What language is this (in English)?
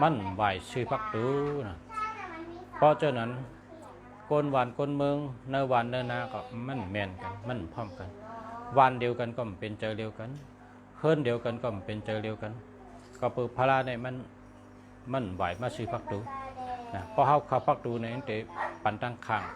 Shan